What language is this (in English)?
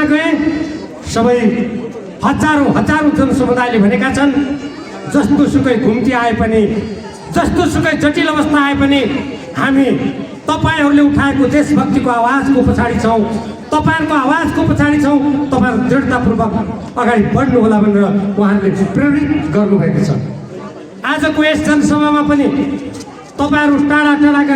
Nepali